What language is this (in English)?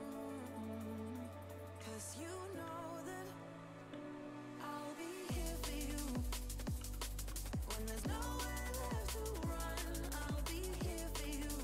English